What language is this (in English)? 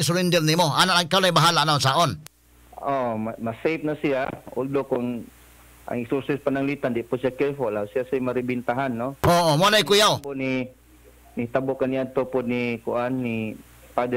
Cebuano